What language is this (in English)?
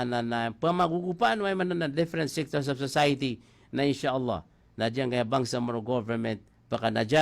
Maranao